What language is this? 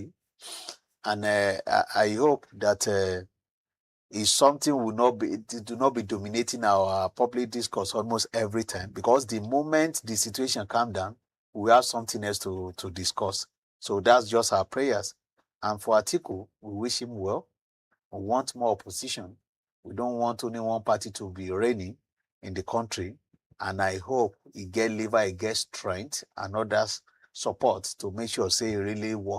Nigerian Pidgin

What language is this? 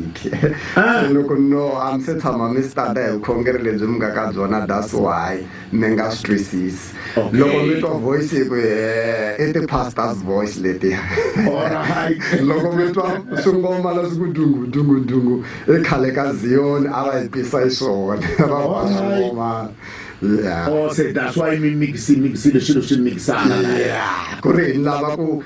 Tsonga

